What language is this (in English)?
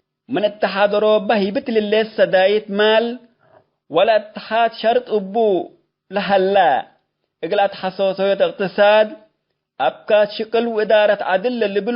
Tigre